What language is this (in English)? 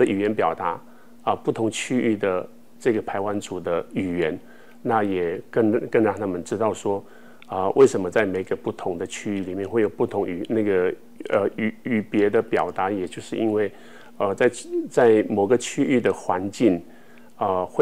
Chinese